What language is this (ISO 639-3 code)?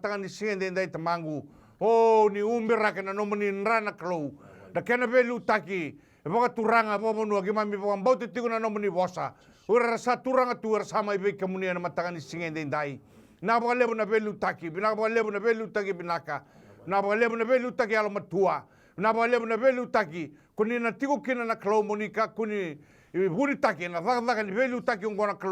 fij